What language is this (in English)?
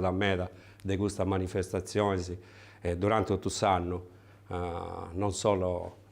Sardinian